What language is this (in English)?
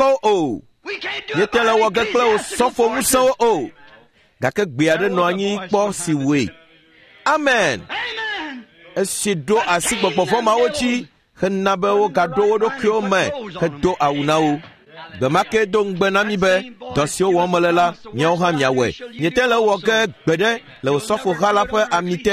Ewe